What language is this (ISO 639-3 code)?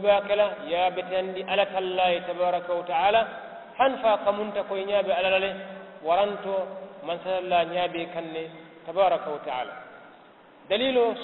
man